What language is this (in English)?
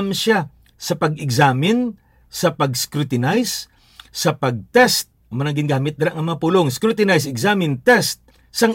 Hiligaynon